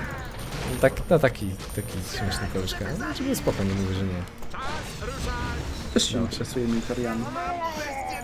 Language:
Polish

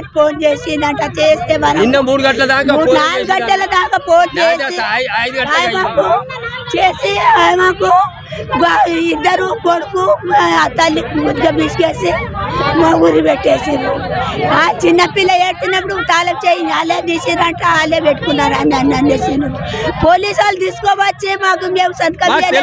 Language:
Telugu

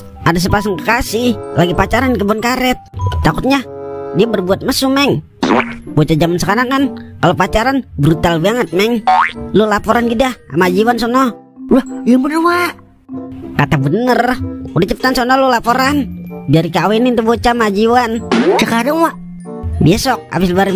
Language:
Betawi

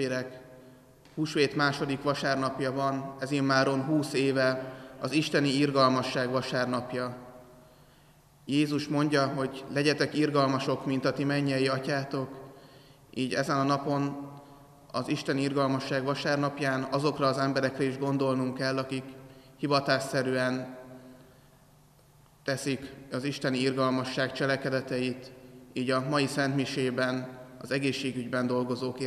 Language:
Hungarian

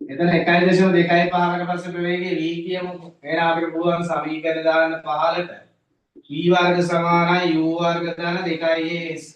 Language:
Sinhala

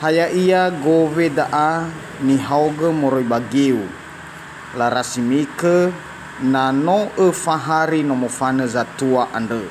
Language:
Nias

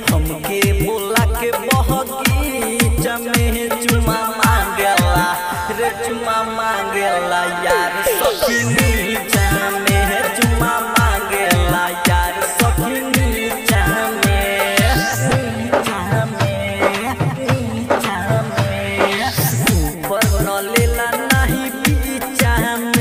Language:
Bhojpuri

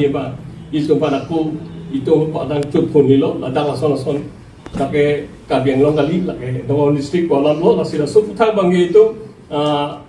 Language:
Karbi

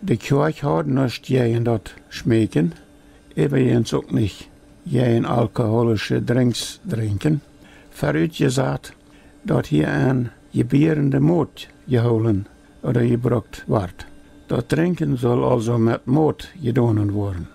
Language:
Plautdietsch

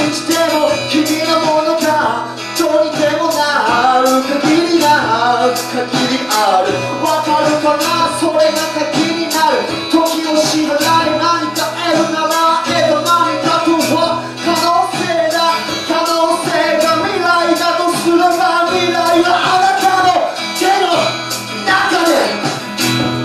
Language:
Japanese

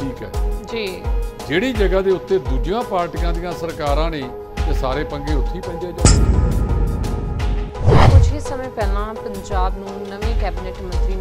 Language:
Punjabi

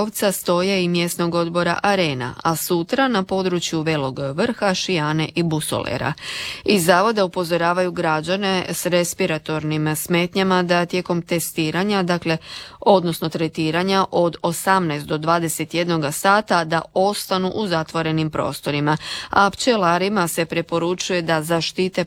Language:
Croatian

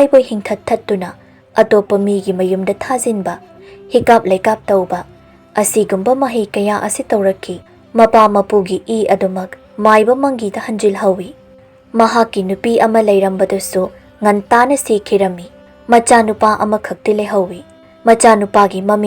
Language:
Manipuri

